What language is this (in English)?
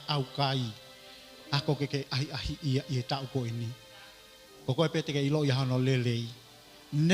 Tongan